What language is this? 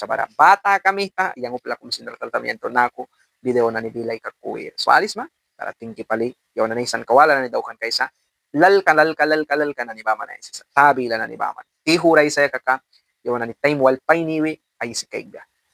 Mískito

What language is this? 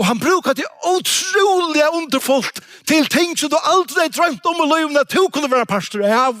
Faroese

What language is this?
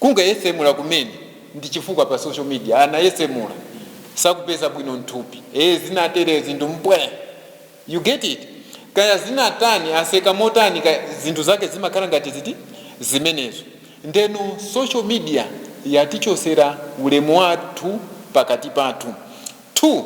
Nyanja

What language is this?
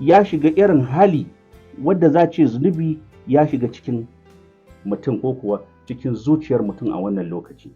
Hausa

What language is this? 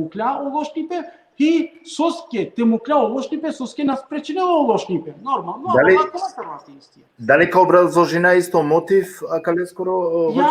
Balkan Romani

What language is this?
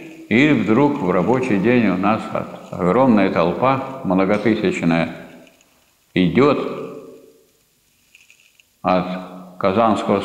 Russian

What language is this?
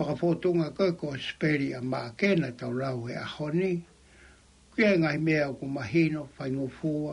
Tongan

